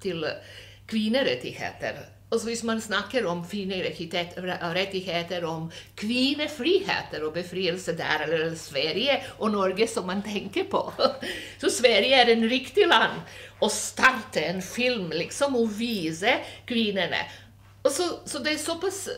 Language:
Norwegian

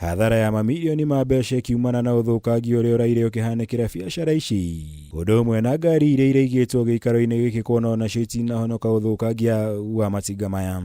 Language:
Kikuyu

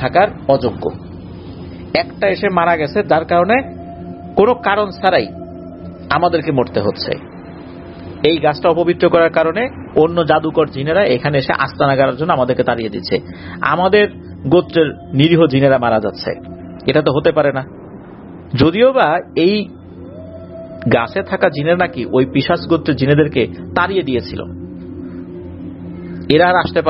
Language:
Bangla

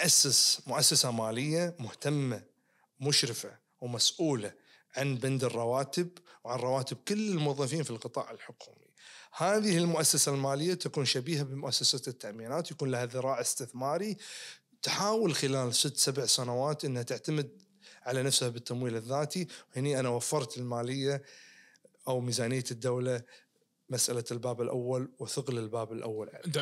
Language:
Najdi Arabic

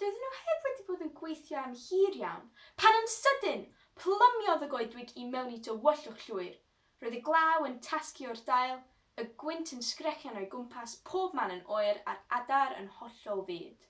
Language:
Welsh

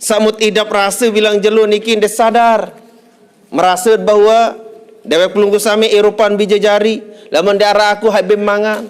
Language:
Sasak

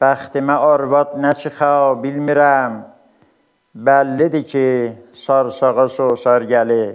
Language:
South Azerbaijani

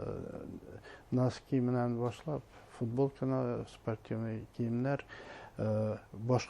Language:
Bashkir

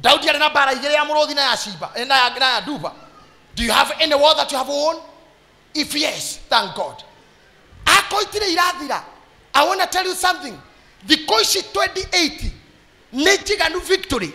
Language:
Kikuyu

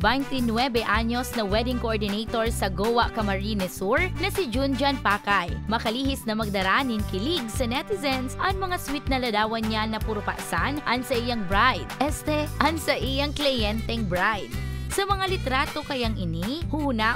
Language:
Bikol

